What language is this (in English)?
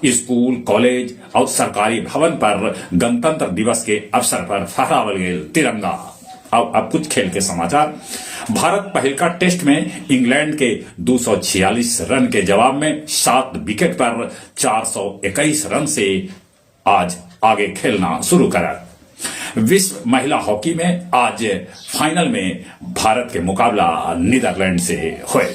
Magahi